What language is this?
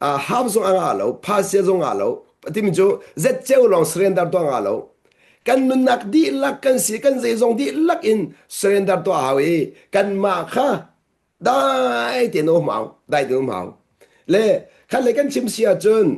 Hakha Chin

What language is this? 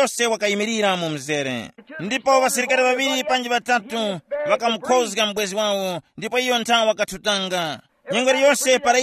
Tumbuka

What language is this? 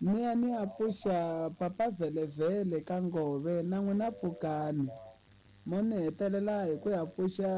Tsonga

